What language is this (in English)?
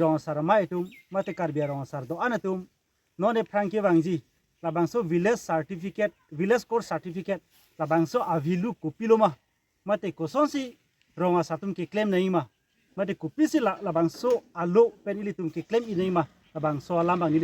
Karbi